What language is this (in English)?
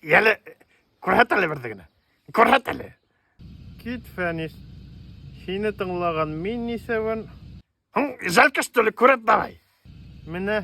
Bashkir